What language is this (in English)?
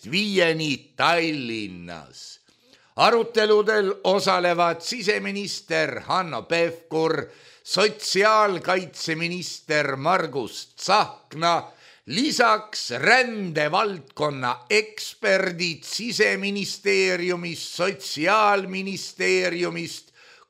Estonian